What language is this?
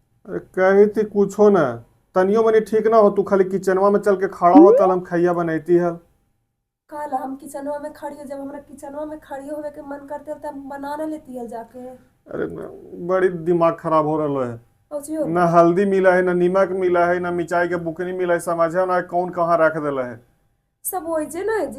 Magahi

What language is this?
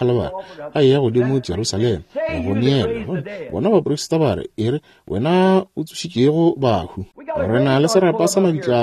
Northern Sotho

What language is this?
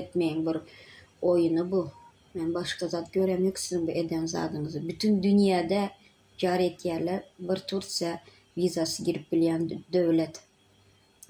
Turkmen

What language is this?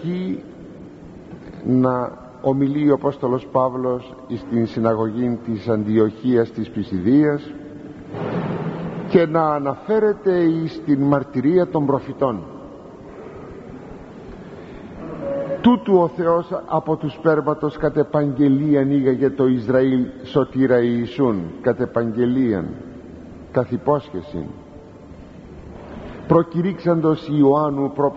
Greek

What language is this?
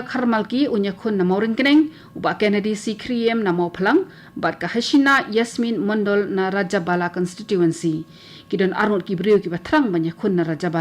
Khasi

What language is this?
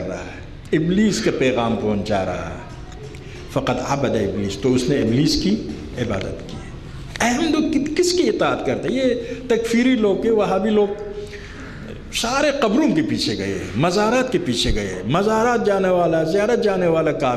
Urdu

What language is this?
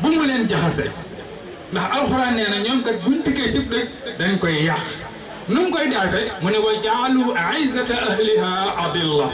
Wolof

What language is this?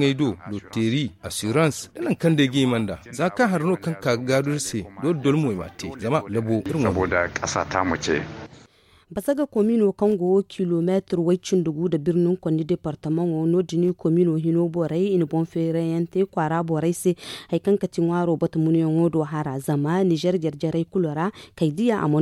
Zarma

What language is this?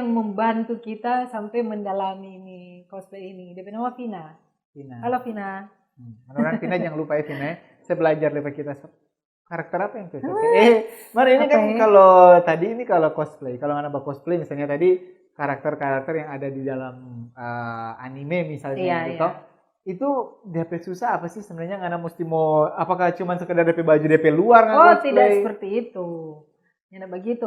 Manado Malay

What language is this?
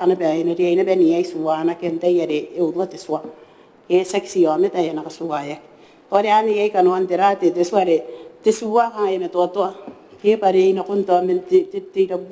Gilbertese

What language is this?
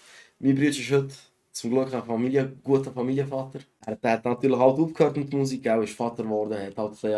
Swiss German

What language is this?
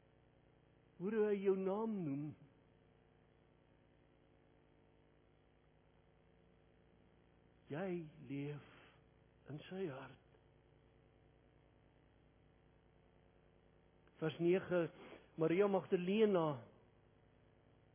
Afrikaans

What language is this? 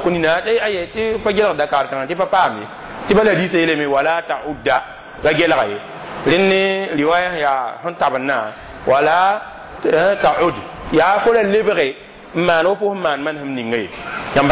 Mossi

